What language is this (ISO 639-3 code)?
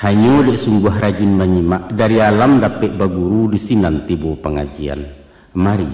min